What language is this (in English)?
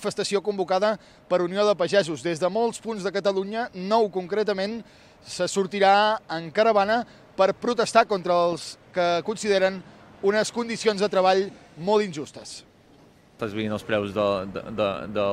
Catalan